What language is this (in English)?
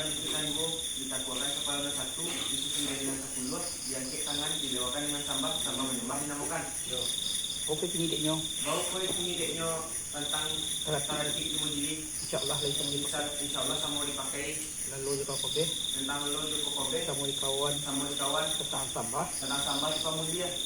Minangkabau